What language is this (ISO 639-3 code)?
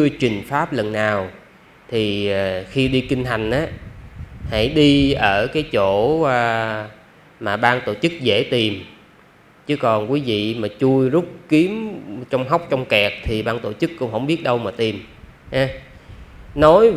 vie